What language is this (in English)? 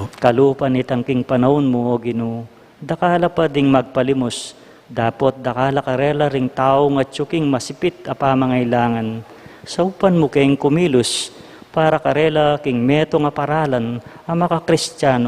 Pampanga